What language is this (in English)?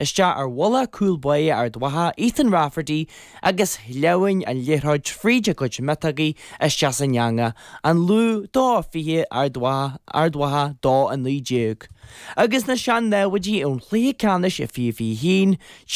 Irish